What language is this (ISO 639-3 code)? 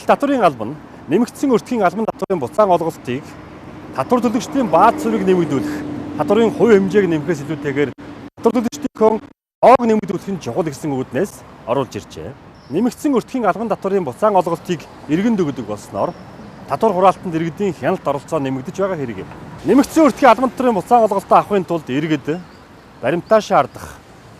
mon